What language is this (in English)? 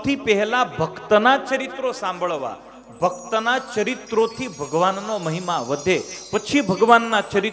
Gujarati